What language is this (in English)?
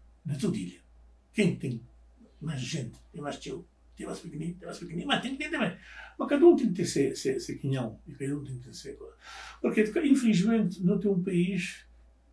Kabuverdianu